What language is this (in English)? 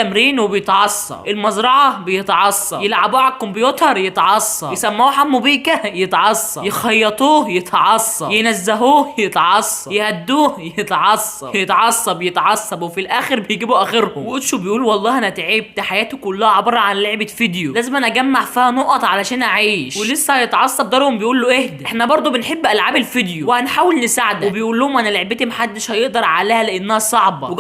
Egyptian Arabic